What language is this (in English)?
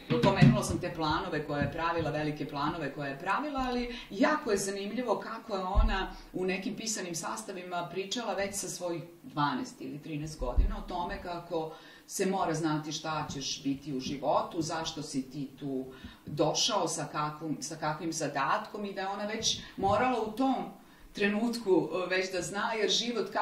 Serbian